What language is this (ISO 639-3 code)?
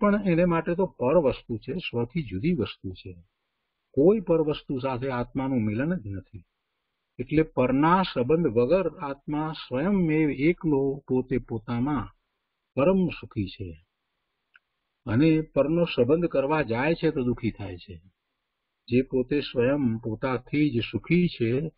guj